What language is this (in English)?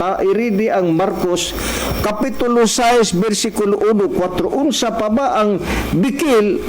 Cebuano